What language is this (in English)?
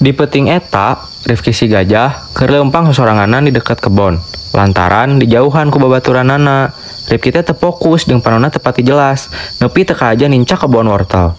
Sundanese